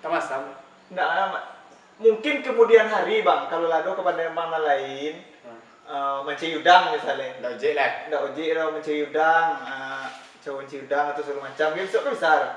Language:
Minangkabau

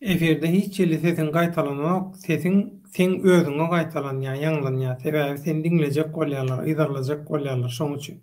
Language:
Turkmen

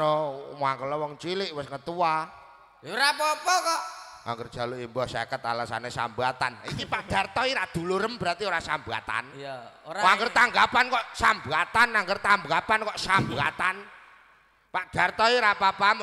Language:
Javanese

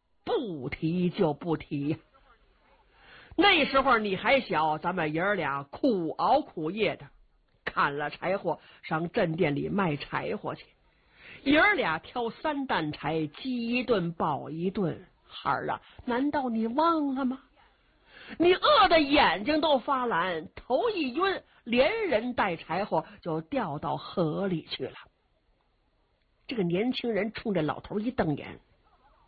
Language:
Chinese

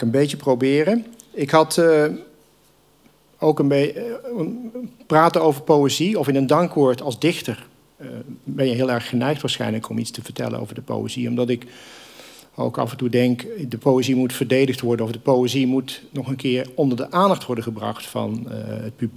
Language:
Dutch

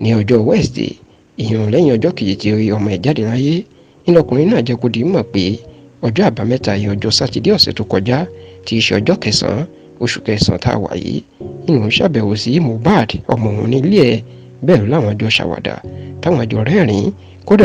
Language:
Yoruba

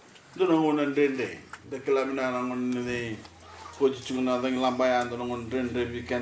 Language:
Fijian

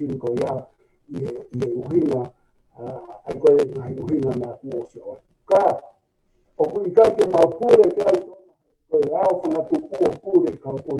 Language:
Tongan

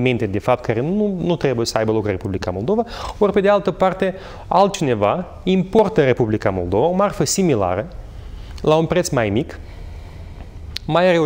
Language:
Romanian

